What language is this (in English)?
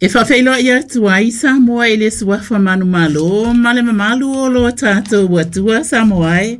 Samoan